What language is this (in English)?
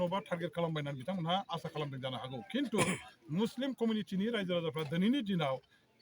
Bodo